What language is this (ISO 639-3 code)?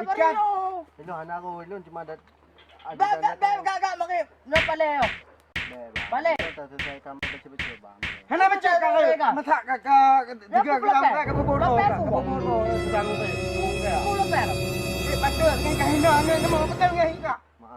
ace